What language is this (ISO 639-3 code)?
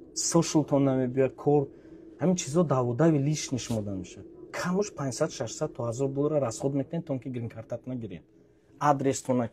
tgk